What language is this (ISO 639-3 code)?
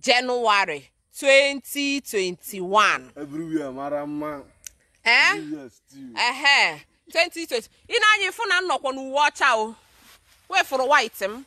ibo